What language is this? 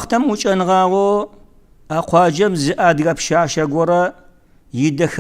Kabardian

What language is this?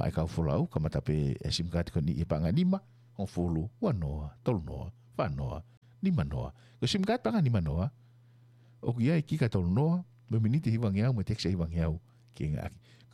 Tongan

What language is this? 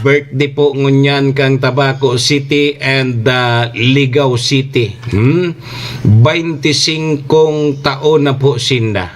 Bikol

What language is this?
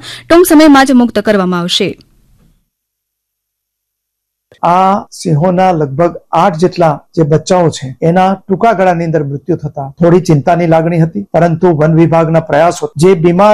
Gujarati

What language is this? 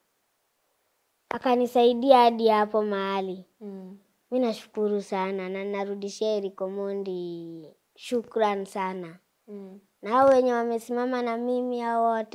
Swahili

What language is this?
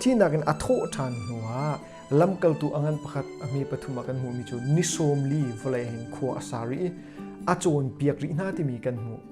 Hakha Chin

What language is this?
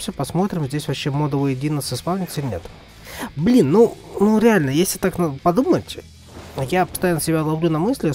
Russian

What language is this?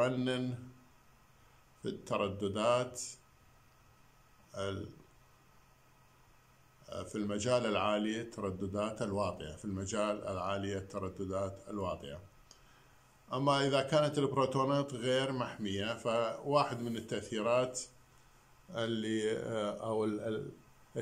Mesopotamian Arabic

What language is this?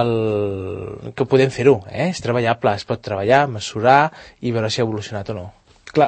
Catalan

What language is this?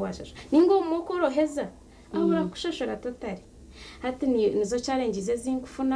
Nyankole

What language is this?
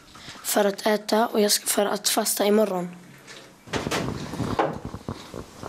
Swedish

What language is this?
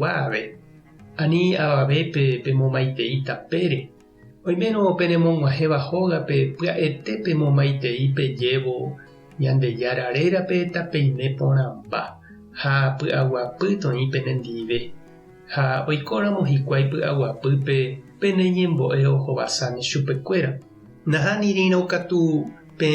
Guarani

